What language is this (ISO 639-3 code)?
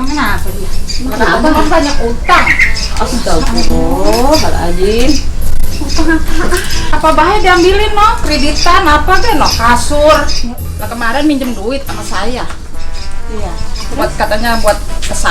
bew